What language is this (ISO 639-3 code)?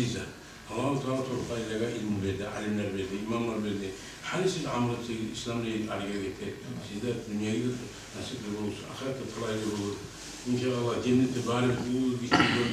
kum